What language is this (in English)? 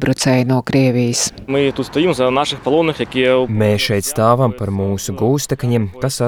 Latvian